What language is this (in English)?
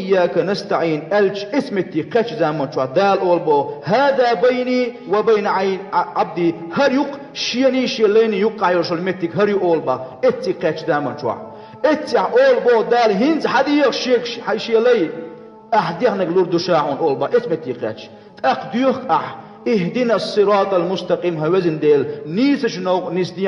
Chechen